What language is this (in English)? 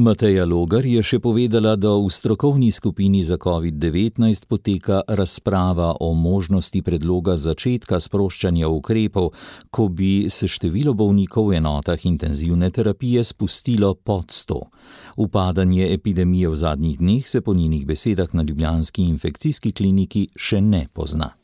Slovenian